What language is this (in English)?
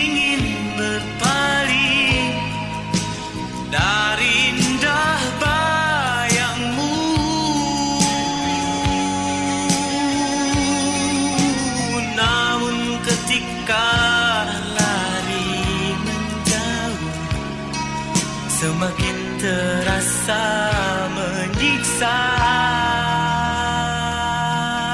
Indonesian